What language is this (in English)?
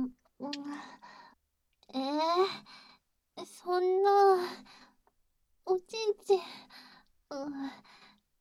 Japanese